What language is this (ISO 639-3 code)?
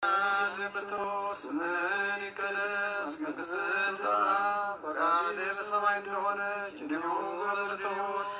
amh